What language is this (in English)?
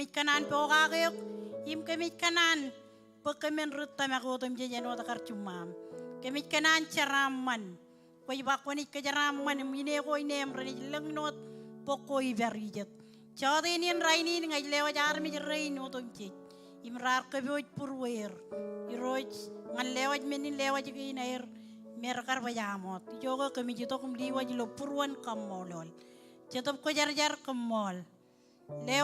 Marshallese